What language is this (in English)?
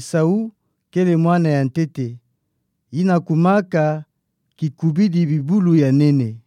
Kituba (Democratic Republic of Congo)